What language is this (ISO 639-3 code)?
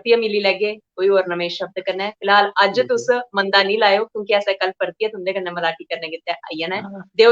doi